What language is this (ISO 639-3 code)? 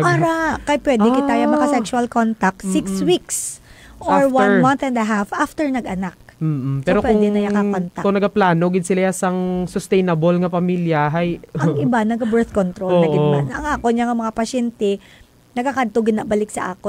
hil